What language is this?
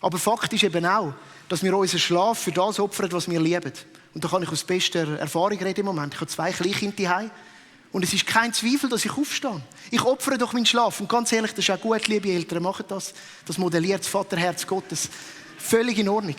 Swiss German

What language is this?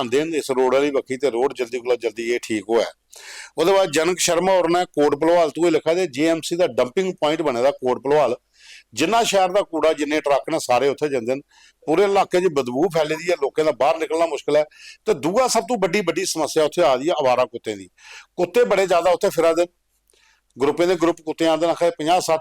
Dogri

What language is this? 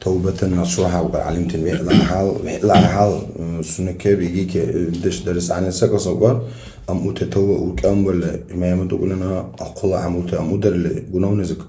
Dargwa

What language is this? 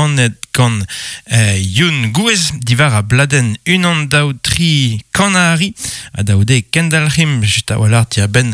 Breton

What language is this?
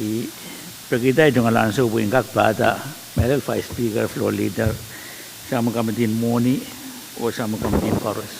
Pohnpeian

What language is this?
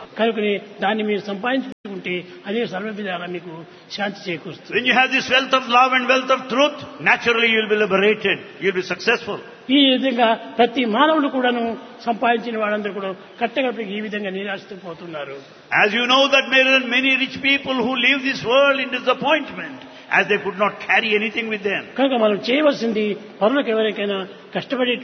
Telugu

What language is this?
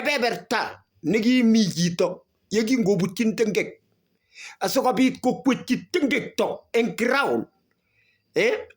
Kalenjin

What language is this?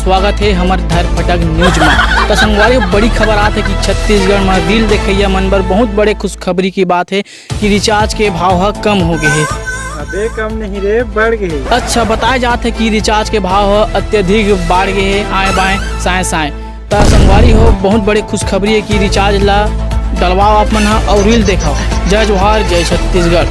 Chhattisgarhi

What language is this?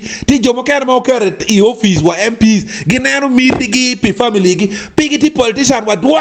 Acoli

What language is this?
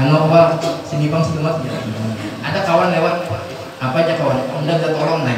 Banjar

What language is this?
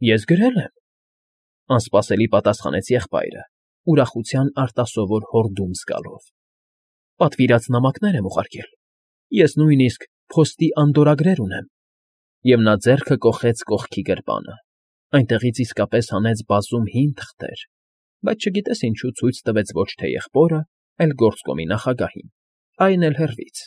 Armenian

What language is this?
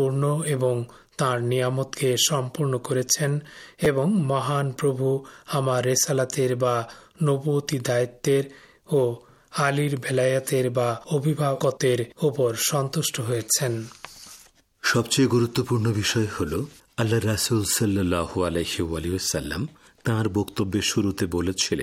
Bangla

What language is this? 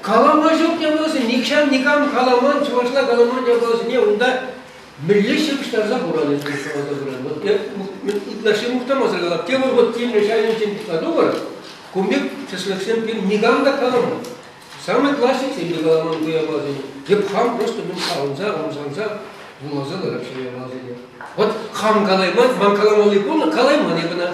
Chuvash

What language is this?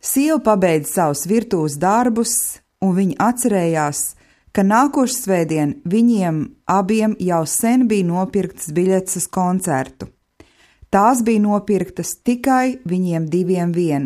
Latvian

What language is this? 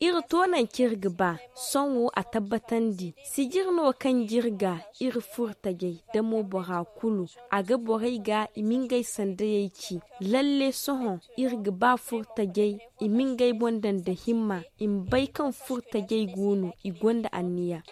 Zarma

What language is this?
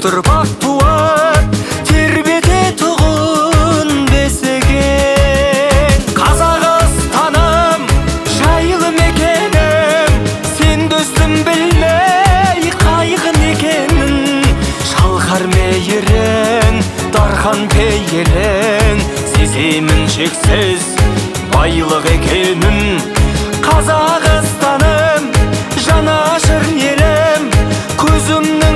Kazakh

